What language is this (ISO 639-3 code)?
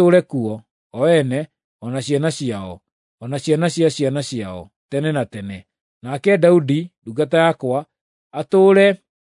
kik